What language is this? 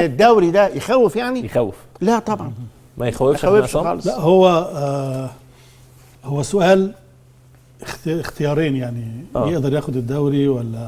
Egyptian Arabic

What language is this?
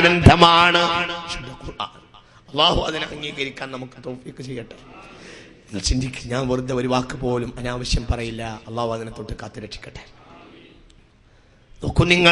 Malayalam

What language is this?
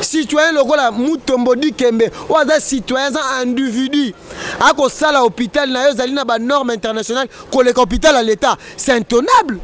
Lingala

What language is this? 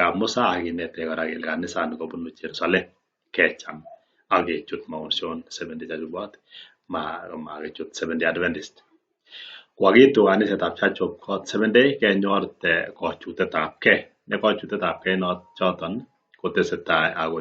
Kalenjin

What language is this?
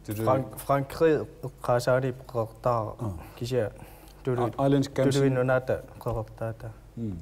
Kalaallisut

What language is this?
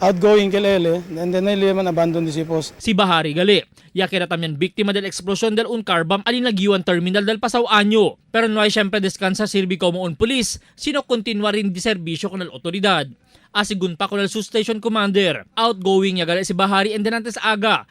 Chavacano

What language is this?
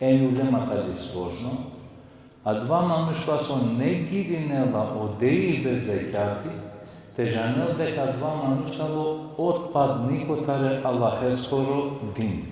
Balkan Romani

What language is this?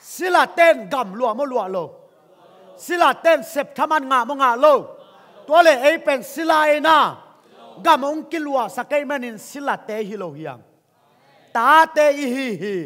Tedim Chin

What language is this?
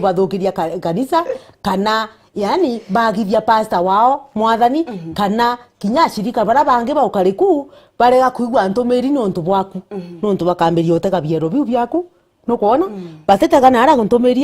Meru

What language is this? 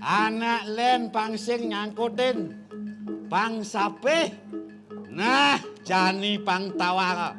Balinese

